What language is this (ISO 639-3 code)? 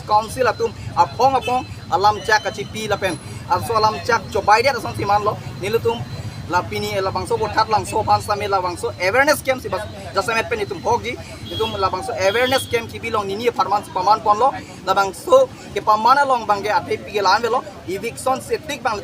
mjw